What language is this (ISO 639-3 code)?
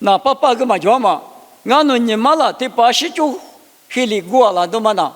lis